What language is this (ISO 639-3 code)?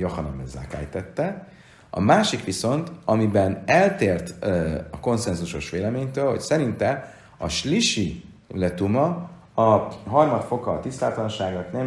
hun